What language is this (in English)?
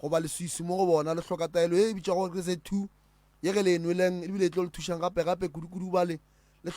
Northern Sotho